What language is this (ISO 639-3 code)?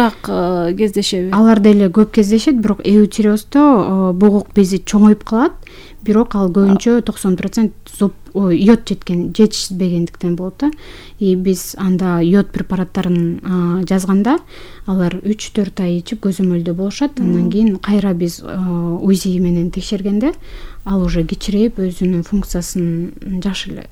kir